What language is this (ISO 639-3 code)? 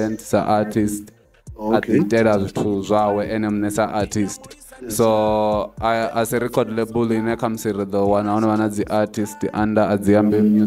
ven